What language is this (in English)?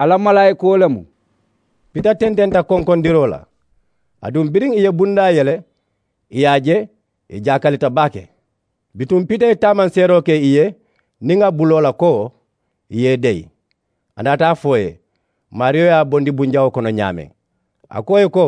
Mandingo